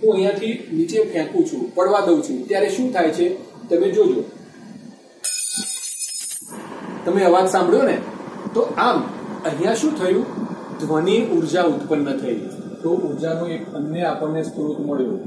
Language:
Gujarati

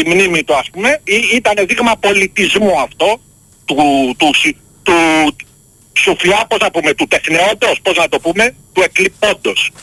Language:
Greek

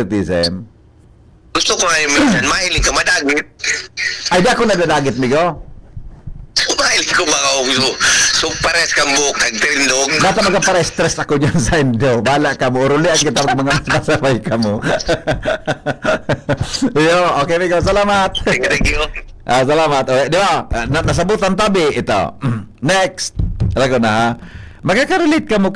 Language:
Bikol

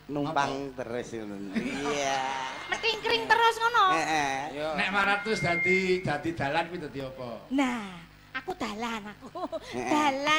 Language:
Javanese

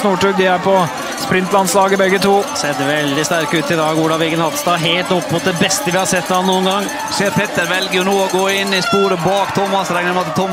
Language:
Norwegian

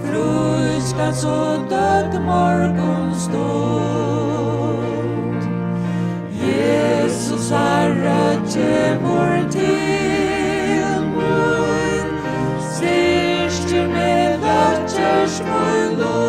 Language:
Faroese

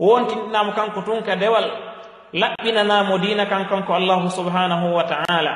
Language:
Fula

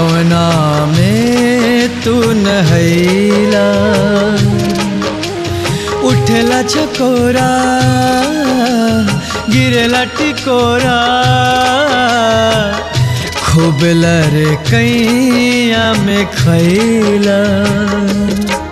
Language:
Bhojpuri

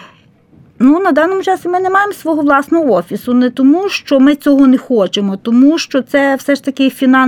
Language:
Ukrainian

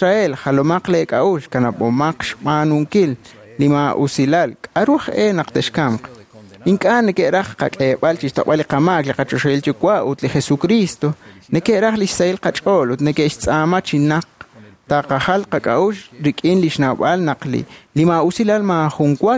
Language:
Kekchí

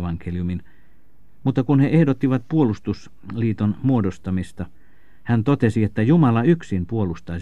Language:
Finnish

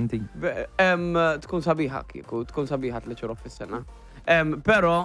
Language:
Maltese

